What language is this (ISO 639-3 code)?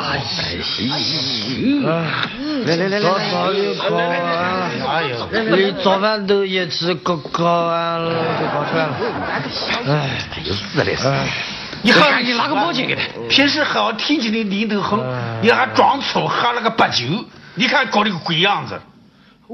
zho